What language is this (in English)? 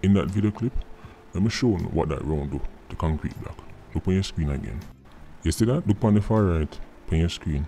Jamaican Creole English